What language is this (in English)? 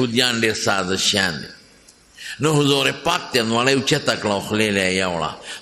Pashto